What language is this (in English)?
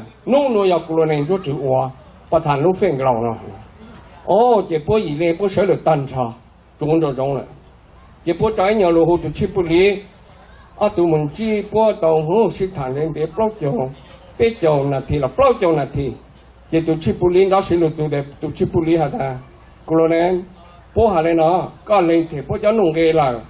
Hmong